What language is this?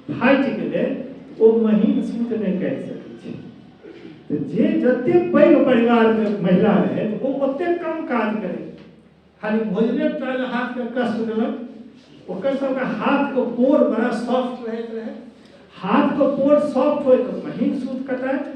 Maithili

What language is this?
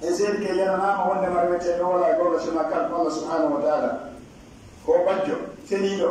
Pular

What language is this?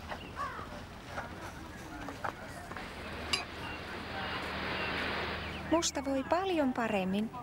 Finnish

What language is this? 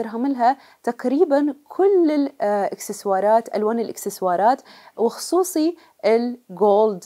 Mesopotamian Arabic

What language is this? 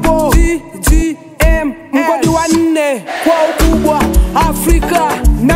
Swahili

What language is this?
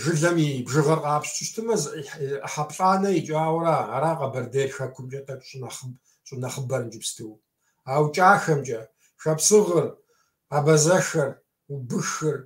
Kabardian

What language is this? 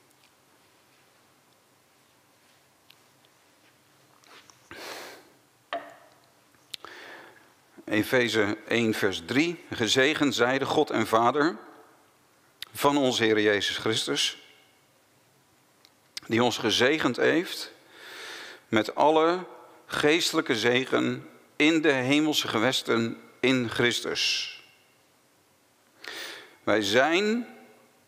Dutch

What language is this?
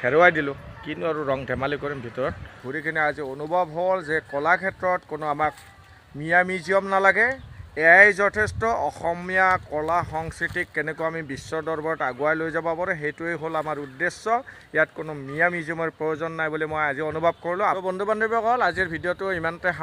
Assamese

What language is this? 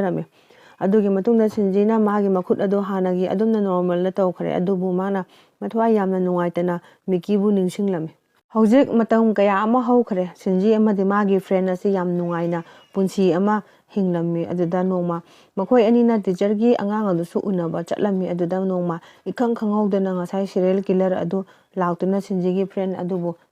Manipuri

